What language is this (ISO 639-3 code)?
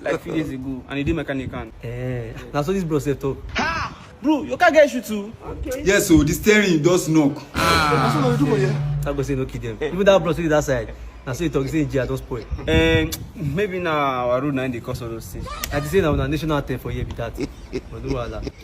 pcm